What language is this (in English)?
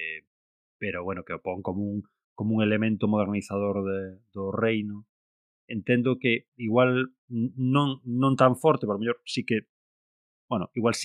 Galician